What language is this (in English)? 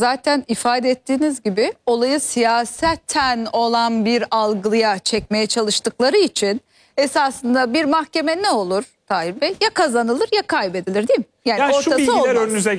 Turkish